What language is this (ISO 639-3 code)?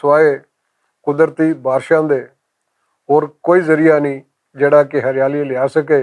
lah